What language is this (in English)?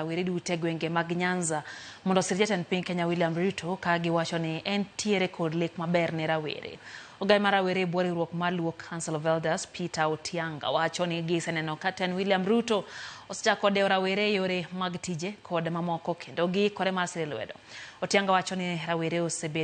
Luo (Kenya and Tanzania)